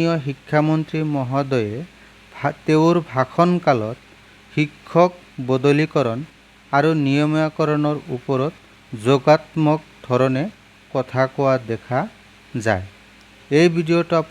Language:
Assamese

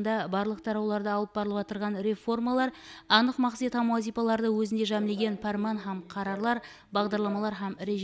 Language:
Kara-Kalpak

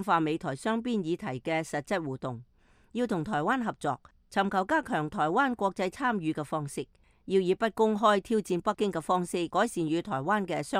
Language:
Cantonese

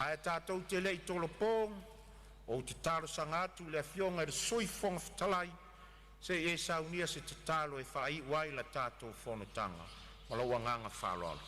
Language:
Samoan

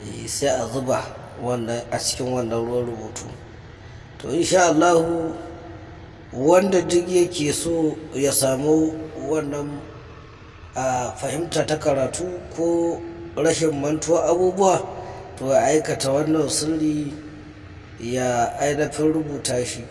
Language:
Hausa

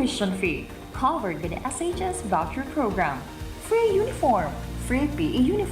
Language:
Bikol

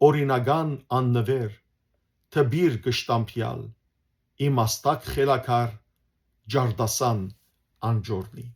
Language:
Western Armenian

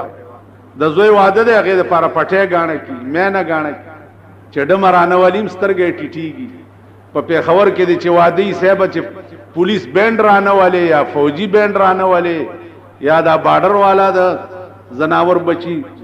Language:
Pashto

